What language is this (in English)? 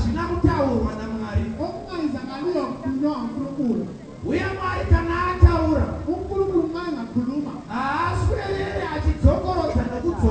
Shona